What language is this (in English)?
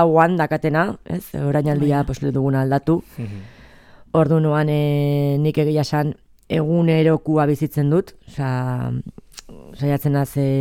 Basque